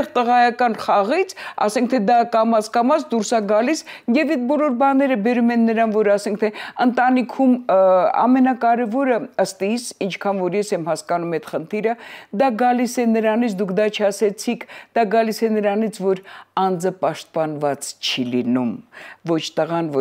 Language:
Armenian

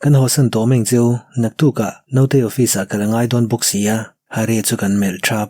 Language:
Mizo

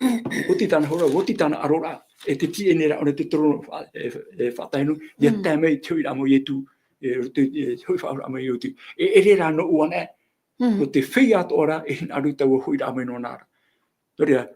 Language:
Tahitian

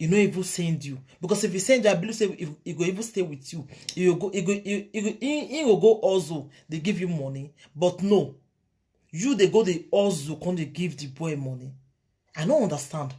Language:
Nigerian Pidgin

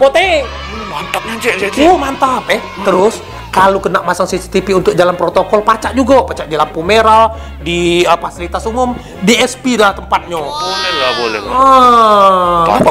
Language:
Musi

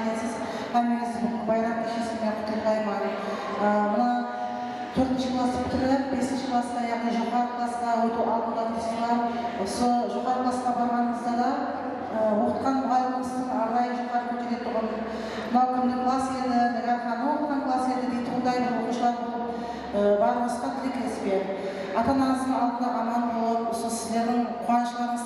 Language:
Kara-Kalpak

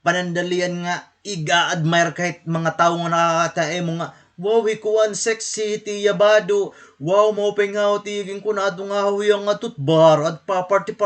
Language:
Waray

